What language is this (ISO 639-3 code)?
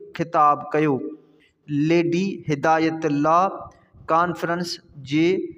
snd